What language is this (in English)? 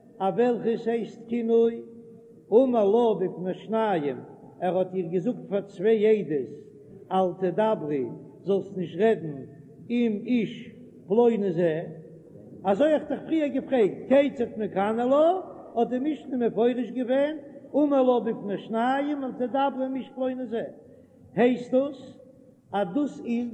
Yiddish